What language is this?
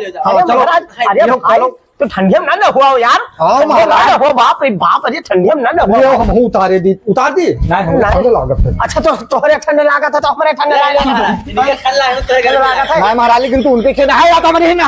Awadhi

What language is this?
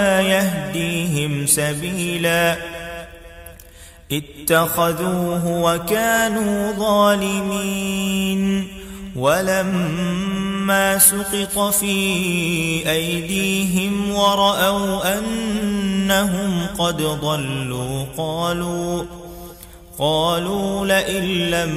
Arabic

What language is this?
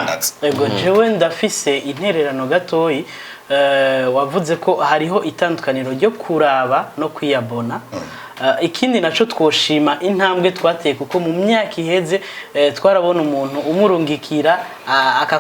Rundi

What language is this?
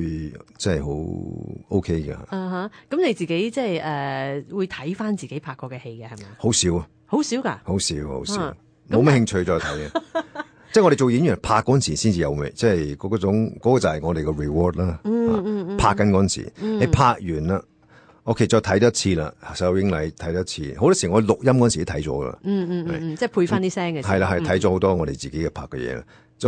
Cantonese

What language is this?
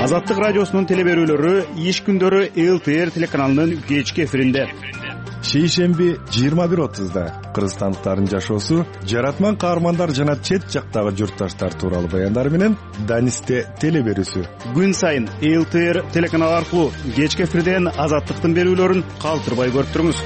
Kyrgyz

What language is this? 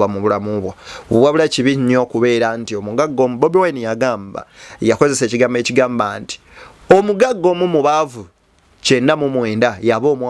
Ganda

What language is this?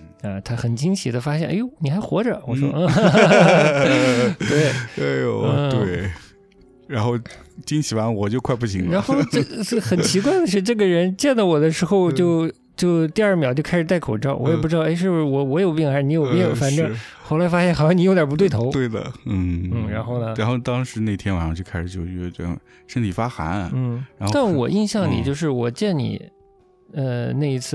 Chinese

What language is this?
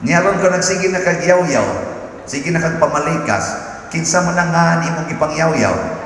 Cebuano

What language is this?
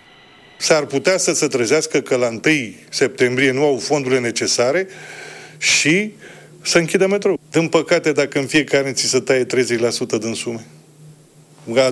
Romanian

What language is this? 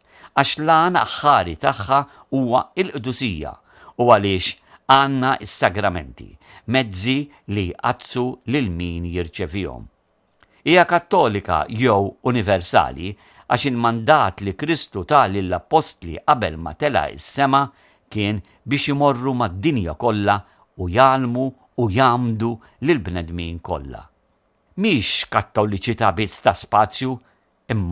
Maltese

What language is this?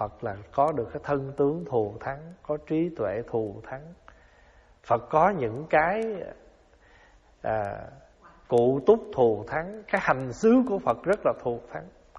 Vietnamese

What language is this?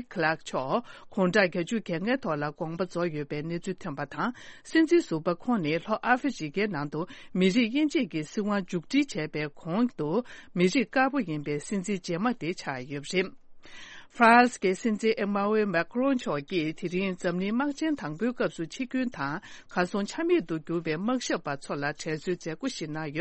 Tibetan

